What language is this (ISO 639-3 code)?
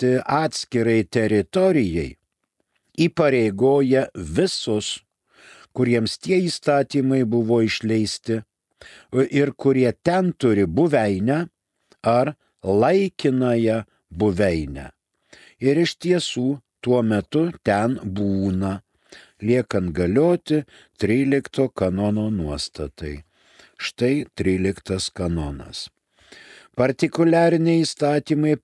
lit